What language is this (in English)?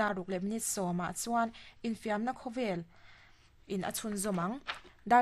Mizo